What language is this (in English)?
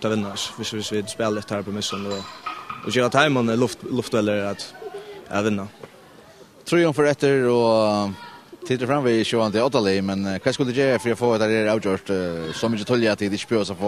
Faroese